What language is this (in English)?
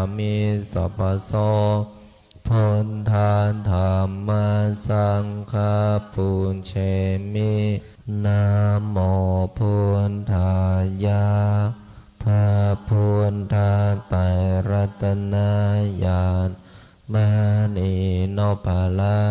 Pali